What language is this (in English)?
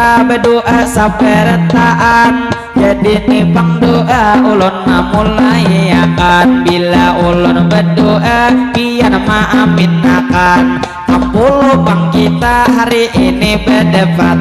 Banjar